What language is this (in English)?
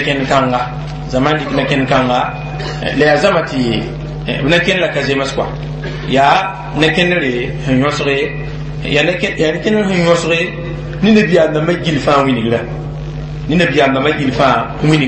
Mossi